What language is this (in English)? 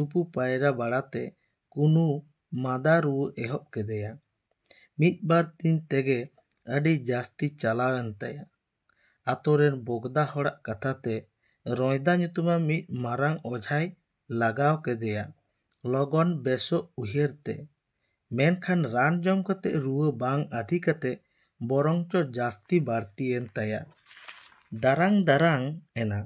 Santali